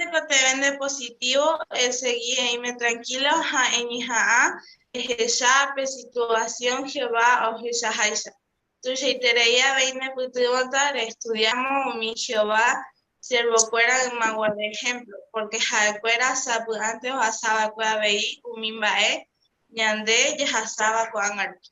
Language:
Guarani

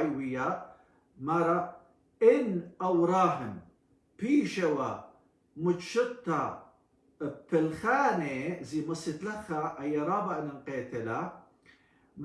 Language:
Assyrian Neo-Aramaic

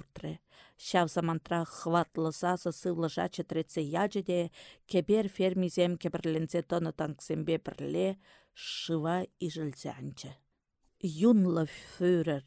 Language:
Chuvash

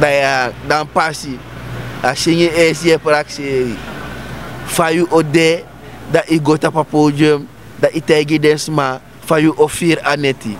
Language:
Sranan Tongo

